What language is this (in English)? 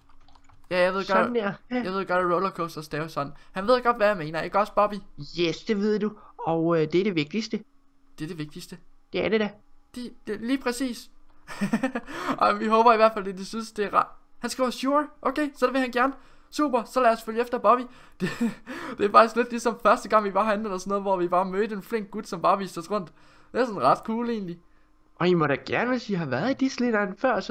Danish